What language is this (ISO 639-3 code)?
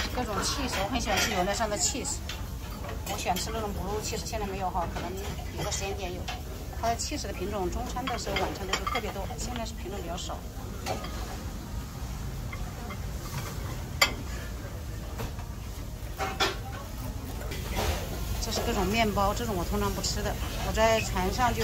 zho